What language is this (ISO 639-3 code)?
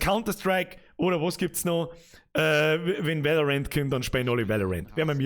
bar